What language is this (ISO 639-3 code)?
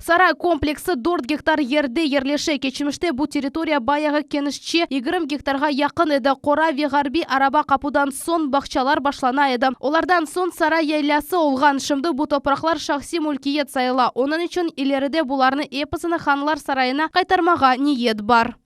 crh